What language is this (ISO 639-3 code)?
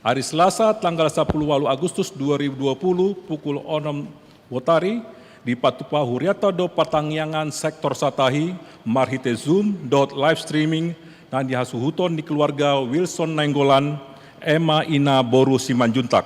bbc